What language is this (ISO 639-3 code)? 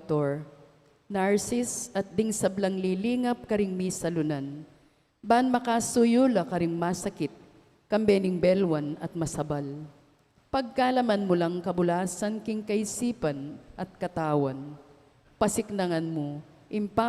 pam